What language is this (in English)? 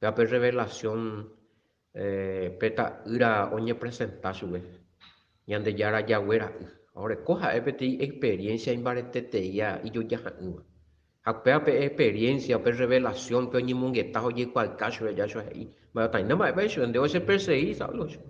Guarani